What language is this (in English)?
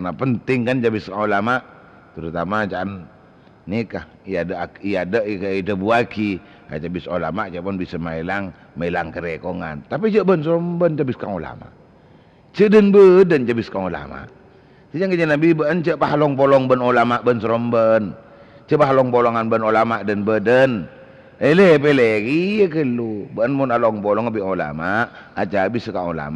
Madurese